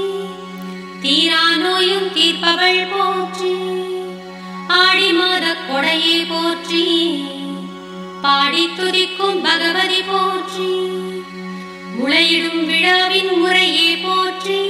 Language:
Tamil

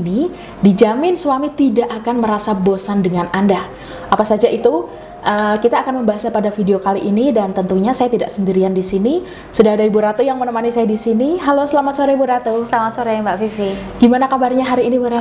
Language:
Indonesian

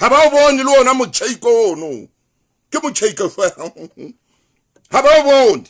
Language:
Southern Sotho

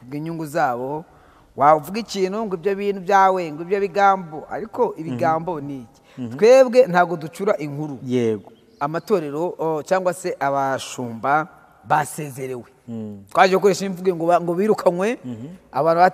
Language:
Kinyarwanda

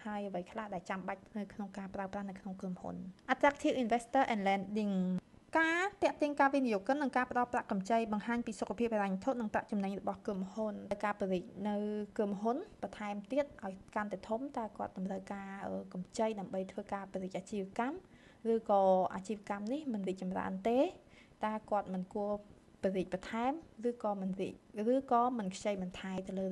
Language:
Khmer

